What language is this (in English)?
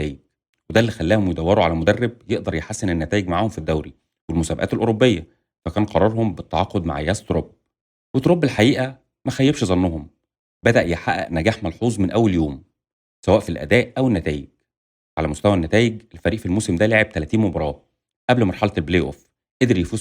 Egyptian Arabic